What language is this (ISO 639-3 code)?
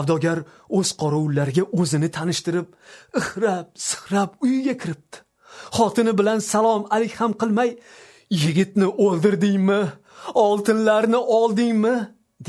uzb